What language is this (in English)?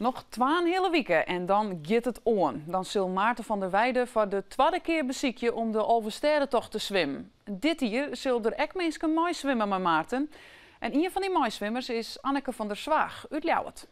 Western Frisian